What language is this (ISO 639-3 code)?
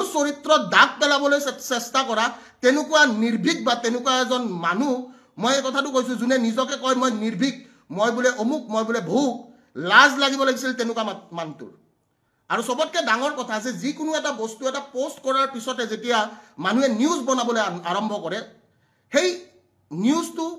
asm